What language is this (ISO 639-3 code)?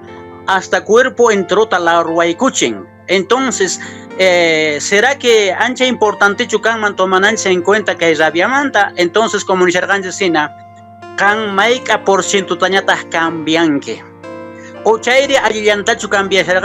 que